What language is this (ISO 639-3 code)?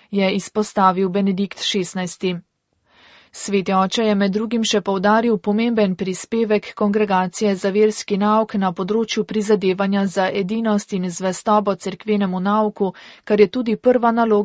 slv